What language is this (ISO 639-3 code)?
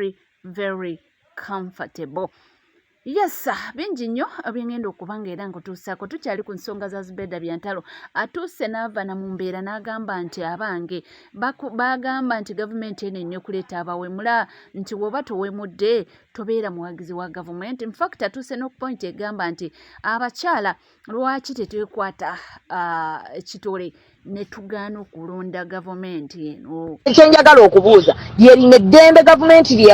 lug